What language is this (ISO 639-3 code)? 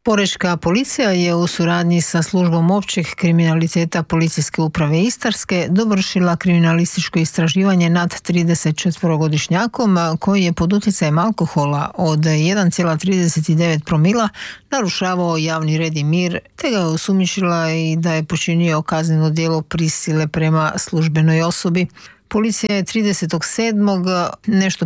hrv